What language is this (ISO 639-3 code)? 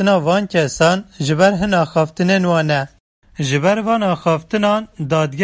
kur